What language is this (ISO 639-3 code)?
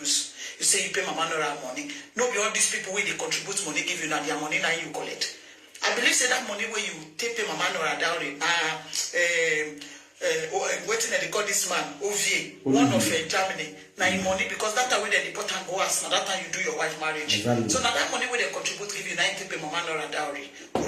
pcm